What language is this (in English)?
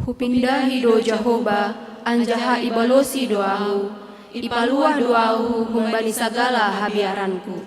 Batak Simalungun